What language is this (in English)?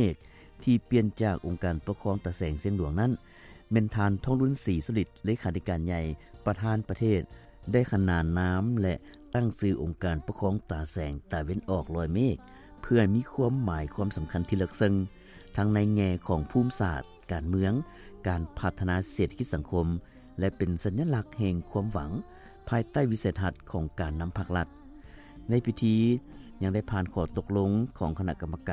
Lao